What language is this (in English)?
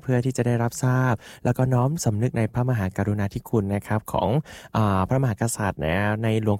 Thai